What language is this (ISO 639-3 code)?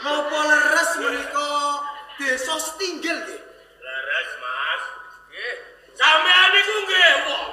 jav